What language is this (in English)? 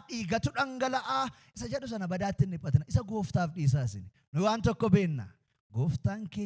Oromo